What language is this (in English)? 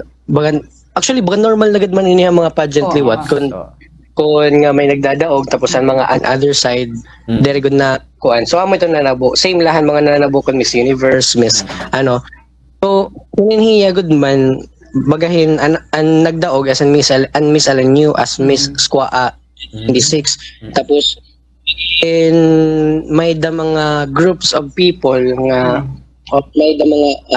Waray